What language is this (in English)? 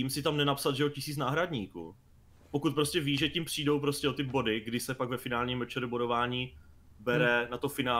Czech